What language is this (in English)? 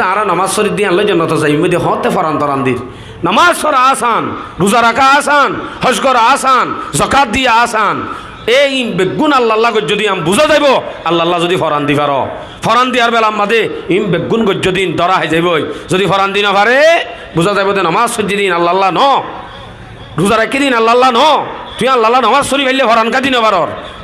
Rohingya